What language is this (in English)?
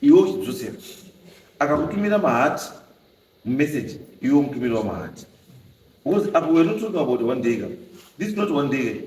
Shona